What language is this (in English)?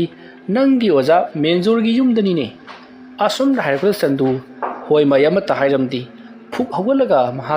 Manipuri